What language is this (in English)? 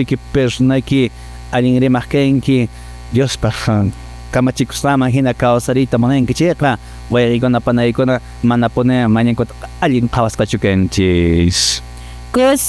Quechua